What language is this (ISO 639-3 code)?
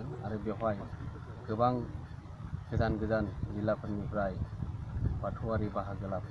brx